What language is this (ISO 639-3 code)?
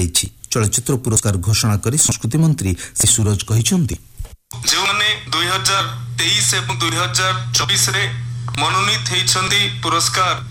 ori